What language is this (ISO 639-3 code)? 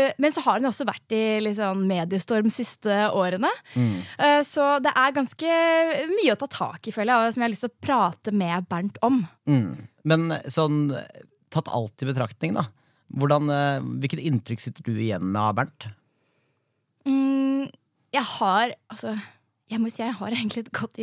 nor